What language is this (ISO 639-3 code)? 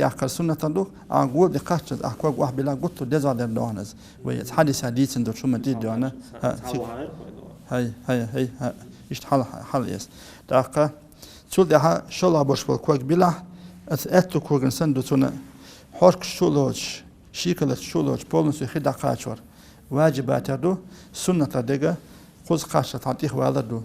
che